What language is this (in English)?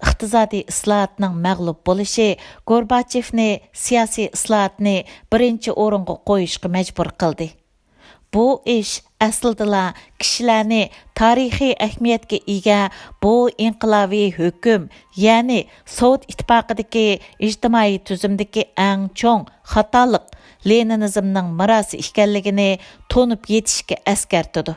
Uyghur